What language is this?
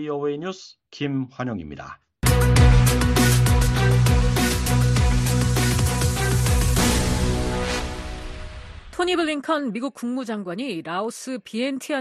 Korean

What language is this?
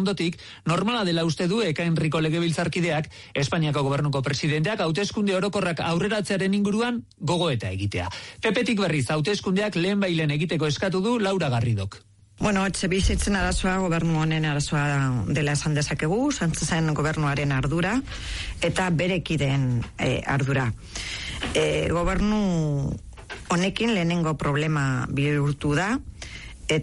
Basque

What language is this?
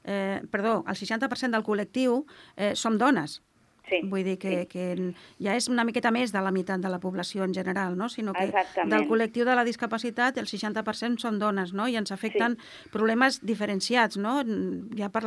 Catalan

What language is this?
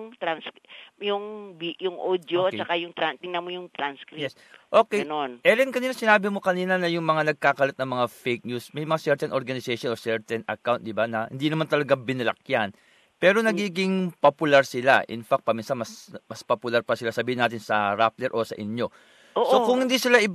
Filipino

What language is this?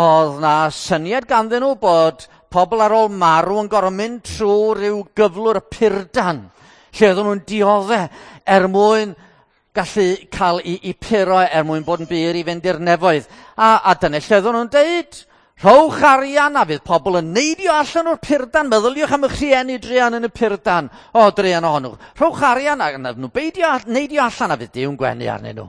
Welsh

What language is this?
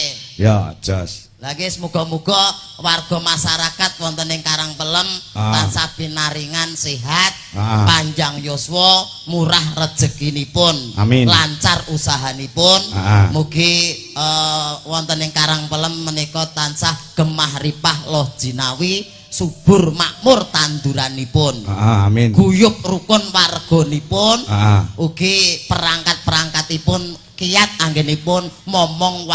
Javanese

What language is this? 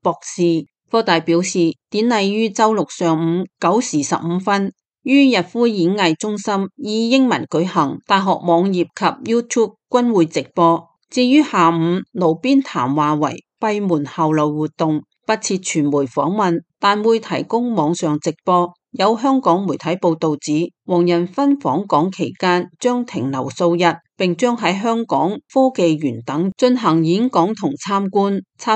Cantonese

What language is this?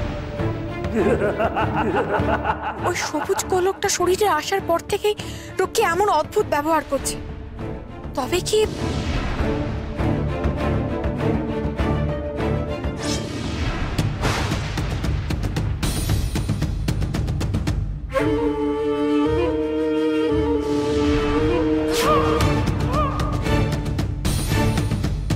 Bangla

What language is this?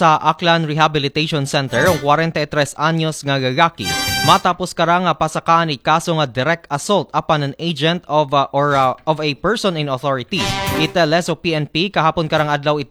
Aklanon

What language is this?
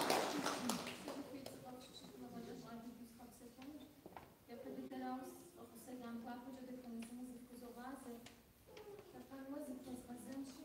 Kabardian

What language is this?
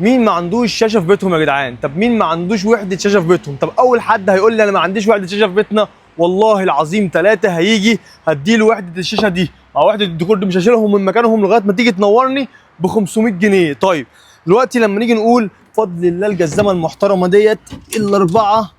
Egyptian Arabic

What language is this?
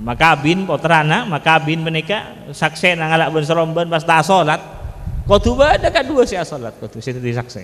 Madurese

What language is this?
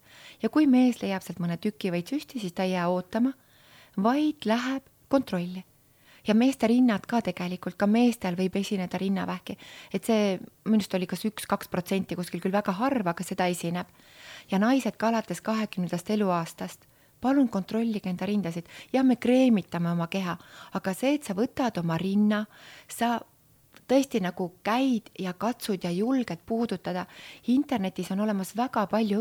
Estonian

